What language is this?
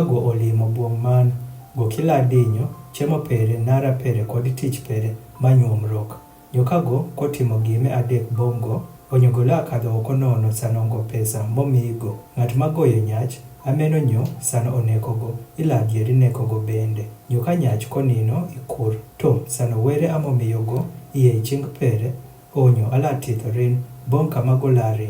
Adhola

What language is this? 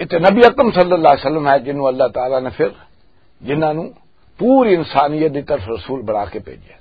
Western Panjabi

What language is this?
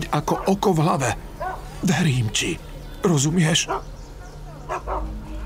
Slovak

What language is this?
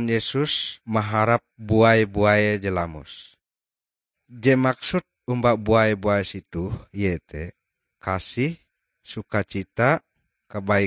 Ngaju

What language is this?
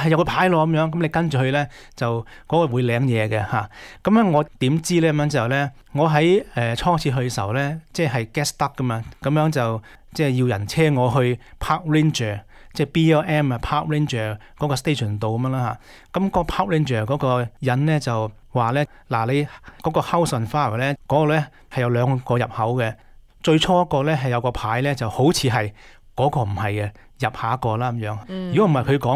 Cantonese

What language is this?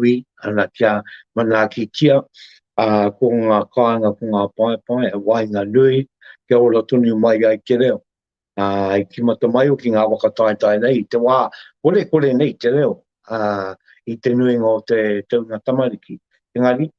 Māori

